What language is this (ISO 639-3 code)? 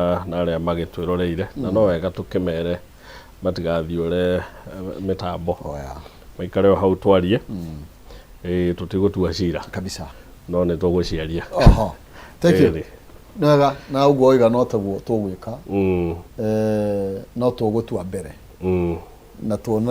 kik